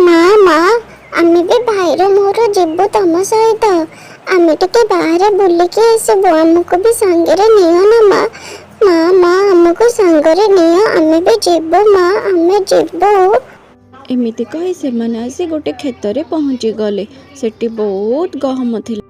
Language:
Odia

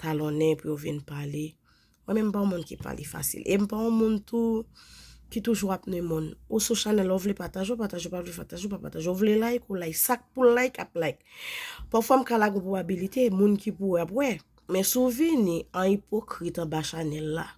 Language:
Haitian Creole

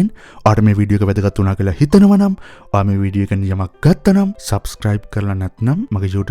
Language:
Sinhala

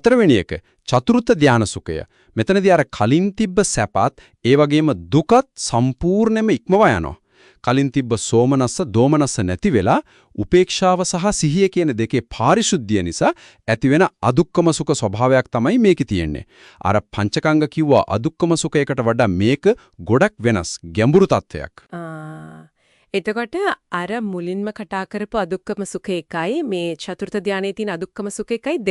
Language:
Sinhala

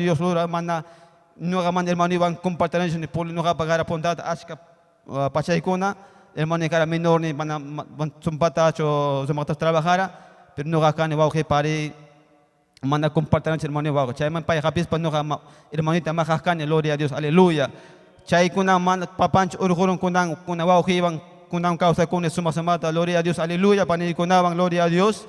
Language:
Ayacucho Quechua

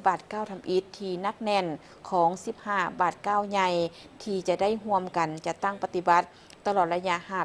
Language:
Lao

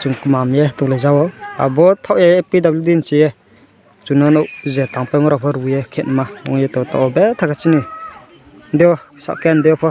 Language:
Riang (India)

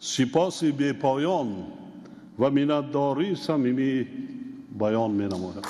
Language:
Tajik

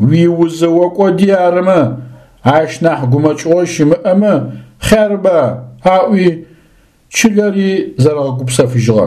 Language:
Adyghe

